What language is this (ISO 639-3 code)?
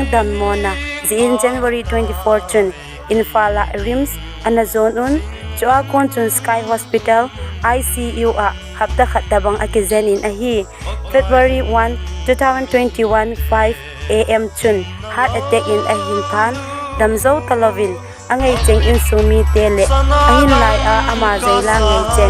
tcz